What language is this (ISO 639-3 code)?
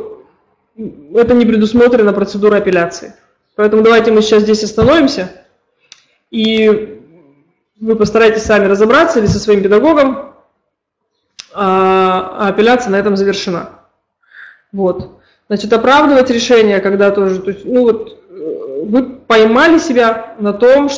rus